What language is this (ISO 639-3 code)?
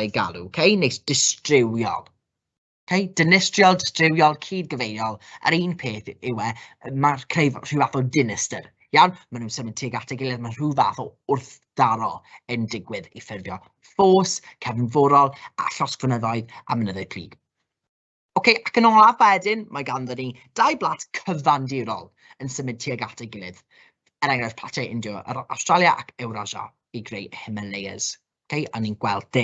cym